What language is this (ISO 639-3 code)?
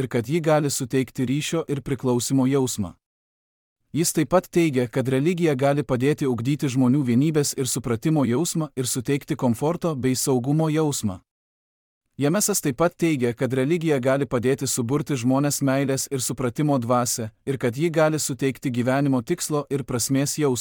lit